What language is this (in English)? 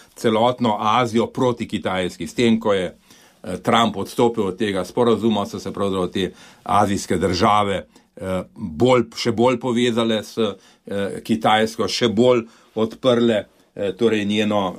Slovenian